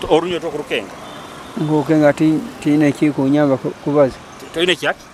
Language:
Nyoro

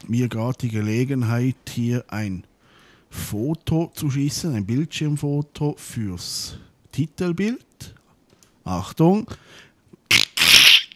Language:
German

